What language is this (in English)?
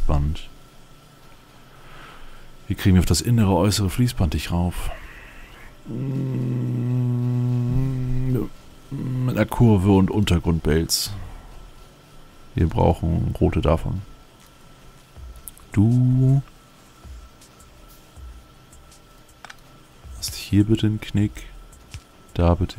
German